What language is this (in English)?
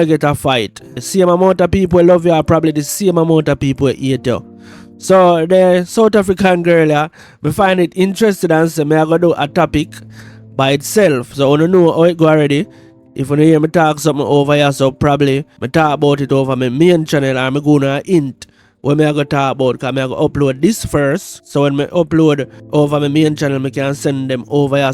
Jamaican Creole English